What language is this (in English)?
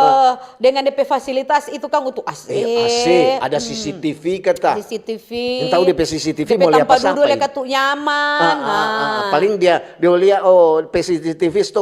Manado Malay